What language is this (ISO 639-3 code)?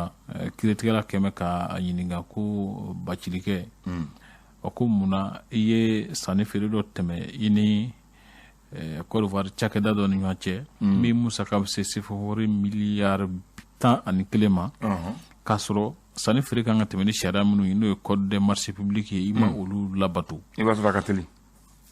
bam